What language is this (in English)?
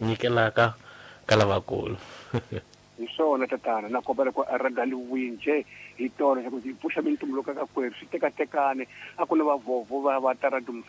Tsonga